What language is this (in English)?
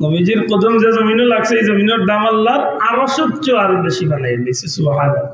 Sylheti